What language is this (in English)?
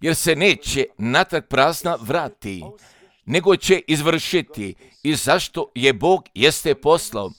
Serbian